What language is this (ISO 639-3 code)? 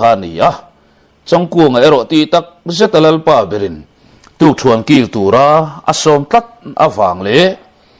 lus